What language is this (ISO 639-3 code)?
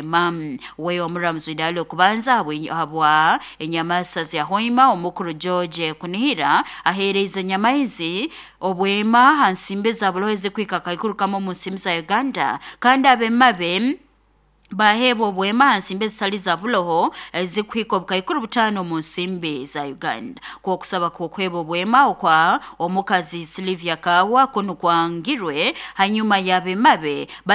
nyo